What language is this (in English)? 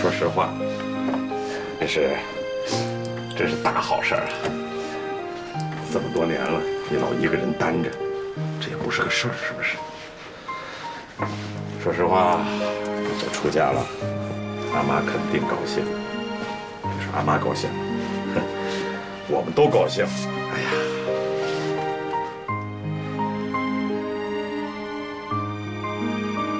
Chinese